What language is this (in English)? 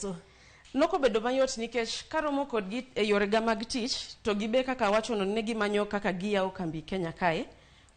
Luo (Kenya and Tanzania)